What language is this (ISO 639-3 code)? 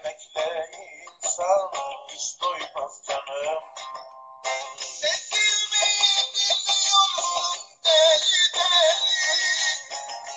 tur